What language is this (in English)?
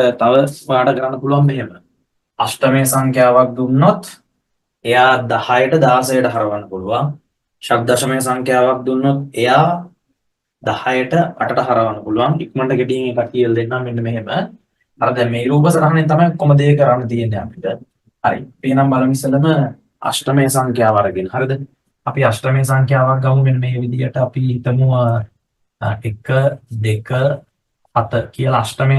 Sinhala